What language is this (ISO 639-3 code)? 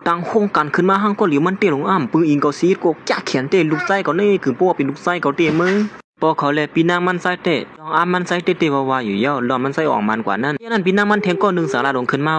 shn